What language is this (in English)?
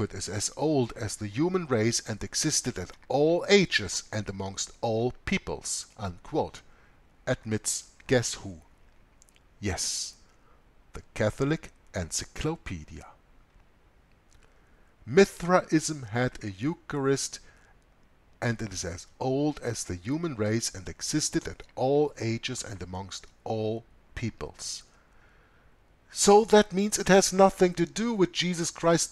English